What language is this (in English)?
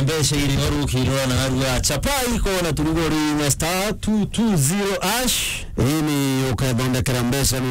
Meru